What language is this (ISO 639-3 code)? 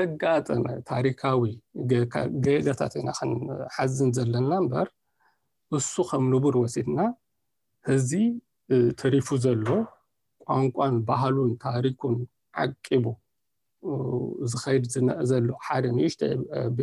tir